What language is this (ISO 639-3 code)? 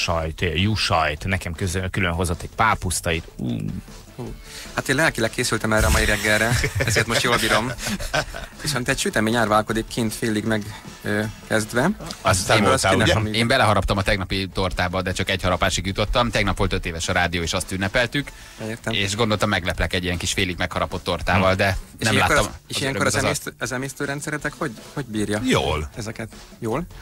hun